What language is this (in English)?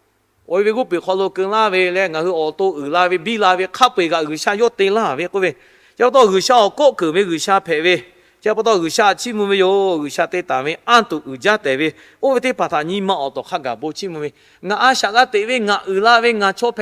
Lahu